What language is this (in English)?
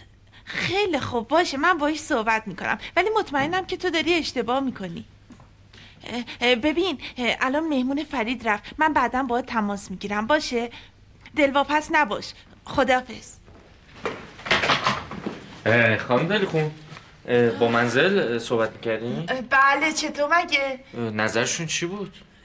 Persian